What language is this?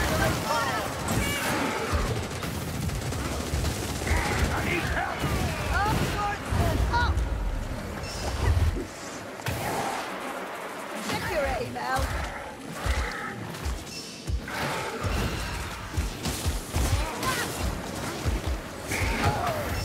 English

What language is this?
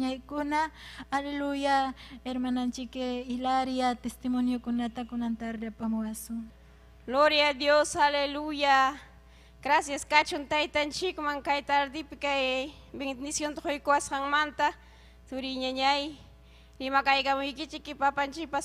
Ayacucho Quechua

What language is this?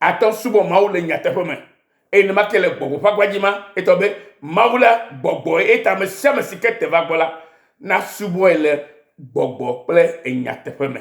Ewe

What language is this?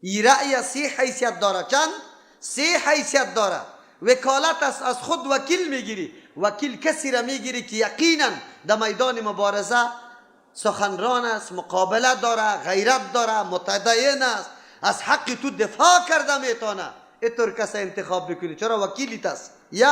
Persian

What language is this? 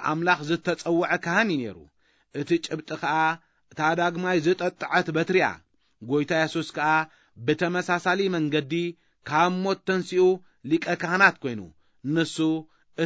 Tigrinya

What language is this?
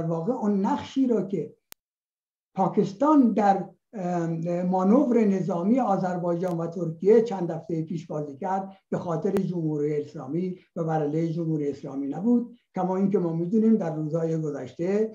Persian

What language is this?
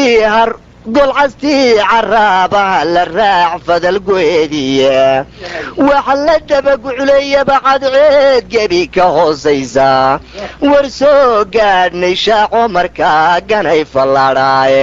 Somali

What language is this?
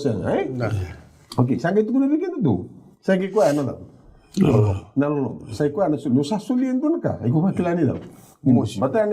Fijian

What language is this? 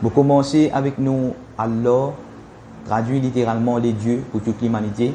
Morisyen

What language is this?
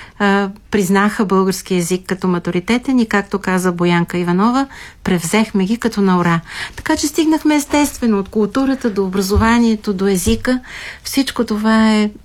Bulgarian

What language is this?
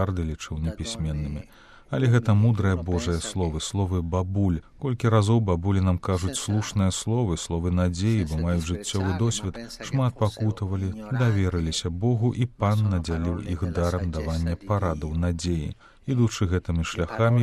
Belarusian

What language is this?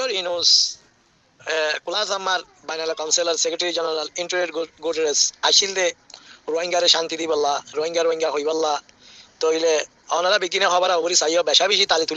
Rohingya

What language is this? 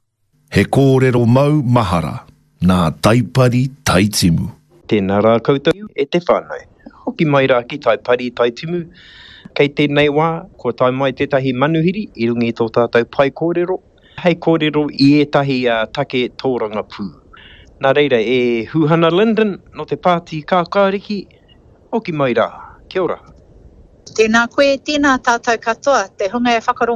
Māori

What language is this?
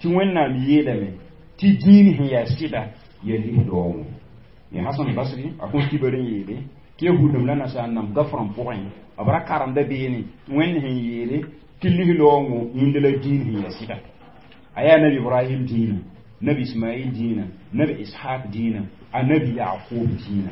Mossi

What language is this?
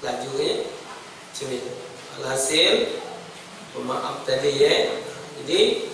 Musi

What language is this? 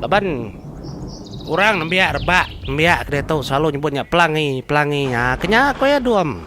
Iban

